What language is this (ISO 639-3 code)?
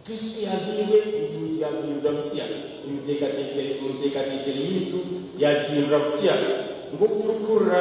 nyn